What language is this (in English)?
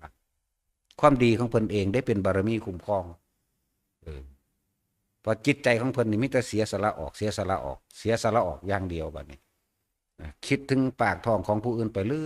Northeastern Thai